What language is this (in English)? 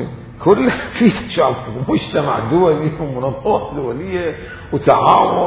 Mesopotamian Arabic